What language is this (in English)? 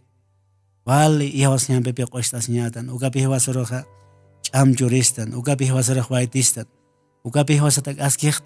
Aymara